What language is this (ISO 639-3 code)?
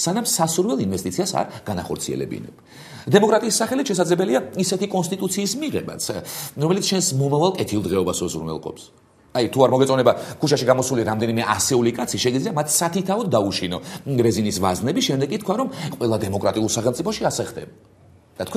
kat